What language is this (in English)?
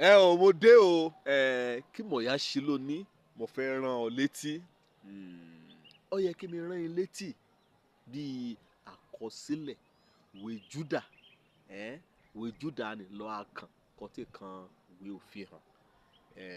Yoruba